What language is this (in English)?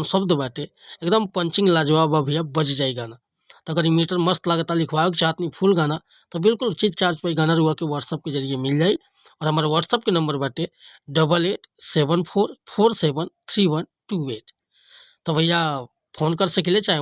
Bhojpuri